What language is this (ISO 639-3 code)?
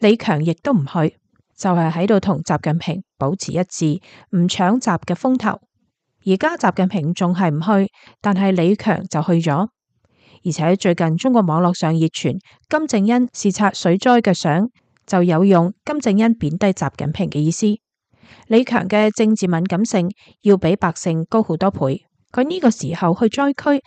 yue